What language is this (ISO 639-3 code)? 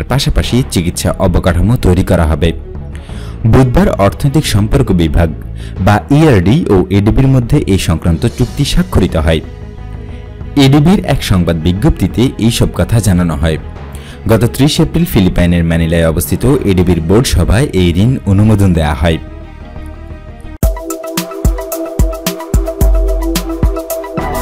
ben